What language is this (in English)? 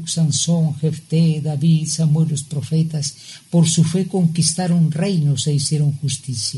Spanish